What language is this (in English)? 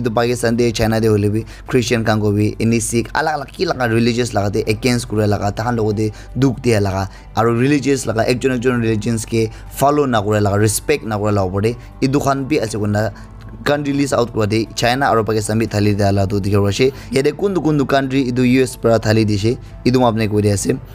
Naga Pidgin